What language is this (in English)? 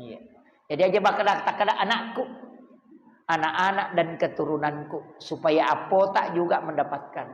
Buginese